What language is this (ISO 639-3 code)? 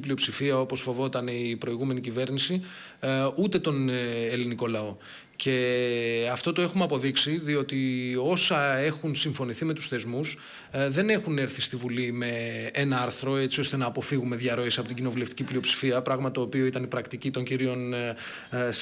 ell